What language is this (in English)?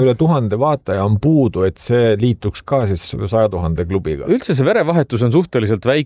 Estonian